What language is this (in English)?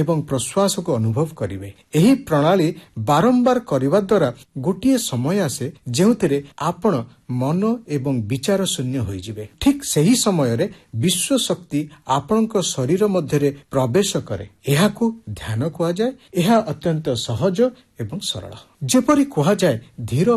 Odia